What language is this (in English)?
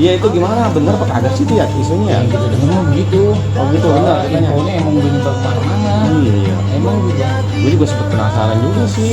Betawi